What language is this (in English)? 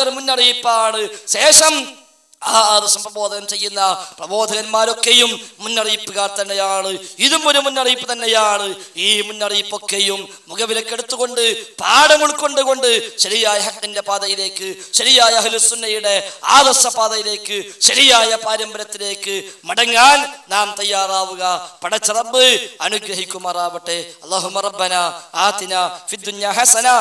Malayalam